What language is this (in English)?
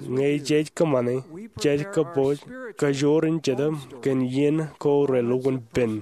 Marshallese